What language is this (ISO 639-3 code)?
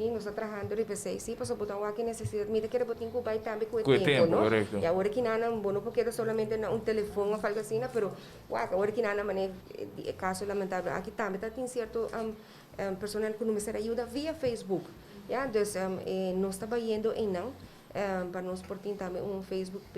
pap